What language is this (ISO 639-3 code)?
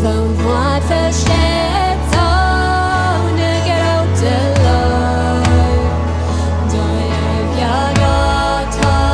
pdt